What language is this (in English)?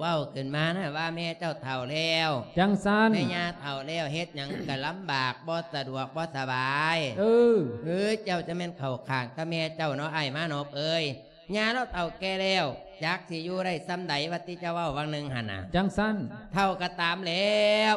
Lao